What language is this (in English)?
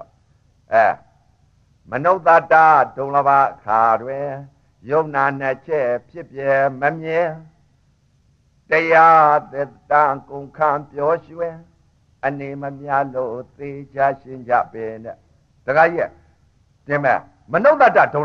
Burmese